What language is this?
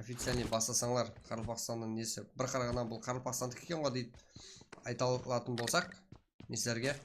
Kara-Kalpak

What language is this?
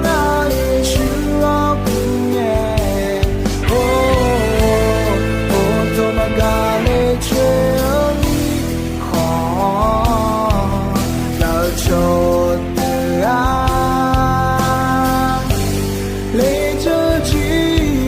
Akha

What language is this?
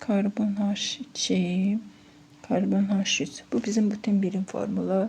Azerbaijani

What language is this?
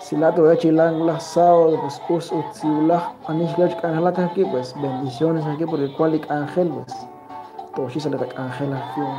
Kekchí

